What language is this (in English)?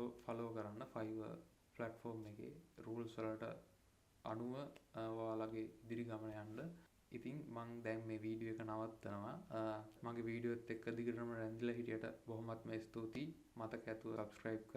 Sinhala